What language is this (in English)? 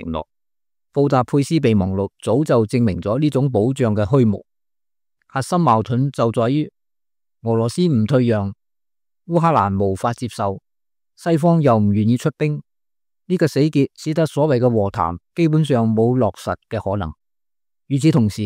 Cantonese